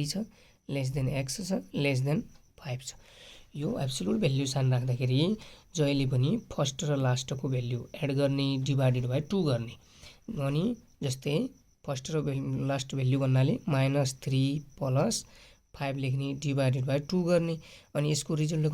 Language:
Nepali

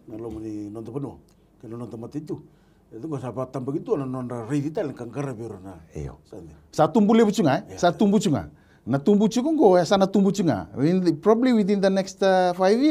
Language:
Fijian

